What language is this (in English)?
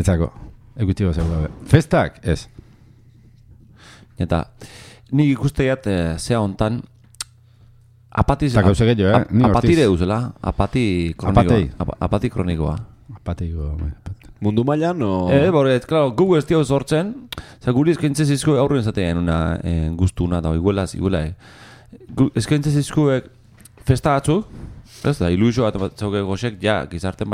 Basque